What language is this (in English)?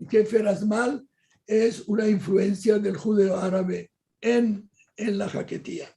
Ladino